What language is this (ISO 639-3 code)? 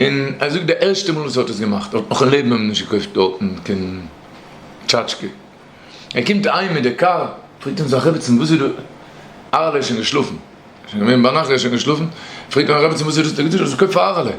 yid